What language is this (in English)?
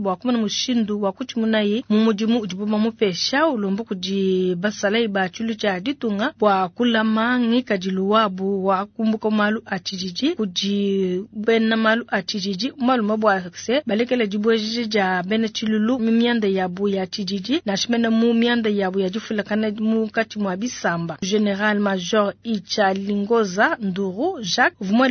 Luba-Lulua